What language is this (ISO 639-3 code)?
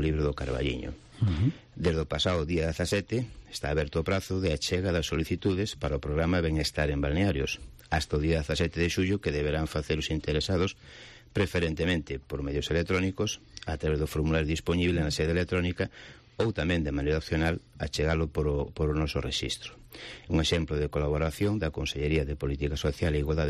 glg